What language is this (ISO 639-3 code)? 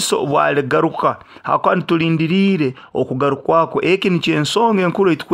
nyo